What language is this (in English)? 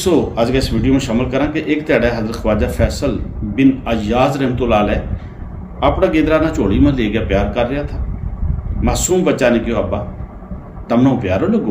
Gujari